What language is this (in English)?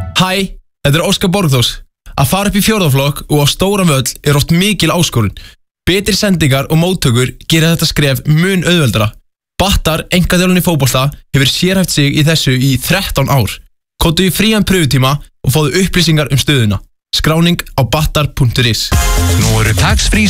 Icelandic